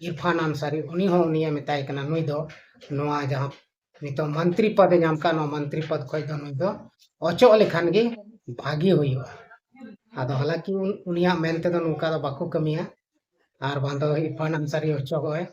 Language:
Santali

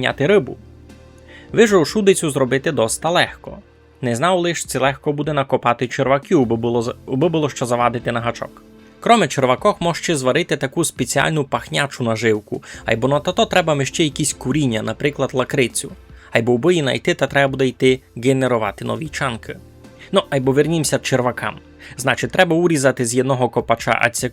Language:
Rusyn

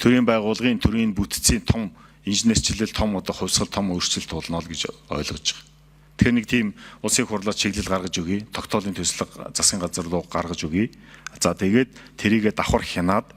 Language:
Mongolian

